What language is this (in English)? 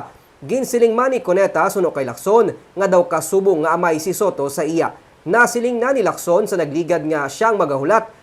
Hiligaynon